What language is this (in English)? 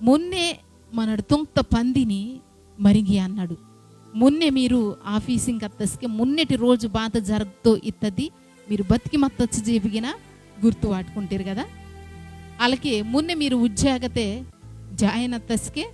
Koya